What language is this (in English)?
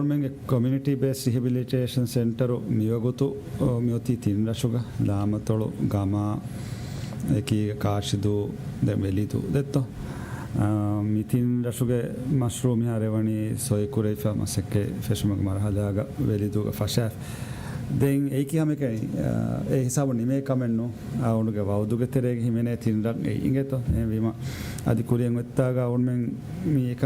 Divehi